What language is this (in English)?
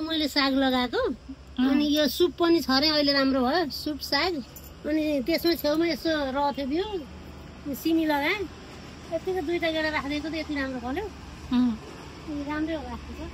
Nepali